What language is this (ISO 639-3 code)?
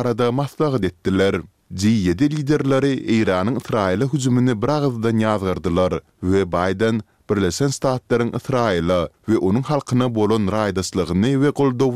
tuk